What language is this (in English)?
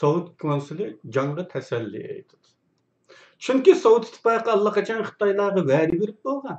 Uyghur